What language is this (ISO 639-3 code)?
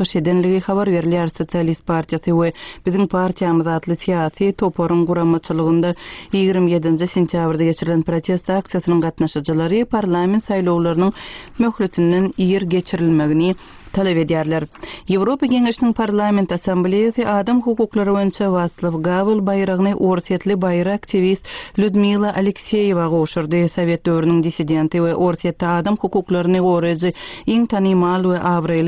tuk